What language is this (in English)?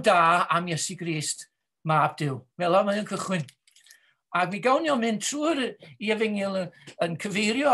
Welsh